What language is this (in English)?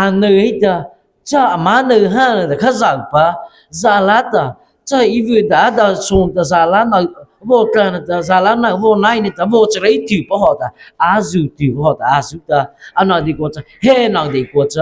Mara Chin